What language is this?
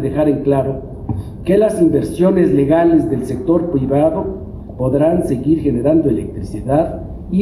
Spanish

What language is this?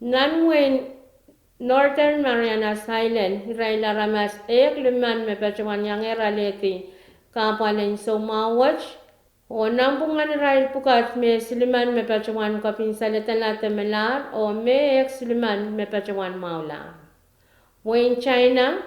Pohnpeian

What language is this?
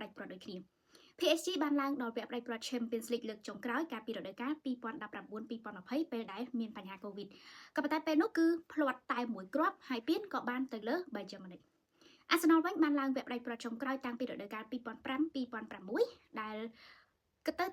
Khmer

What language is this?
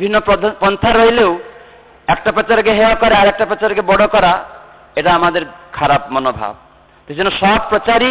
Bangla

